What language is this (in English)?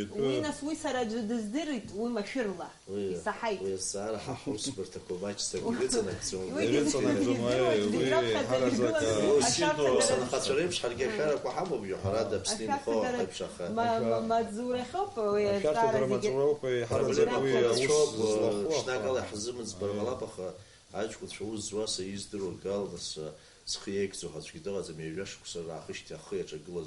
Abkhazian